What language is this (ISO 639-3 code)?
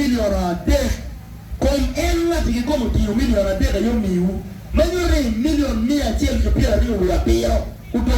ach